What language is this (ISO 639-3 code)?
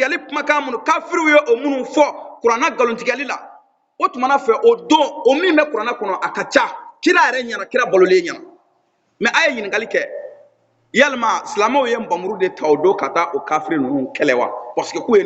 bam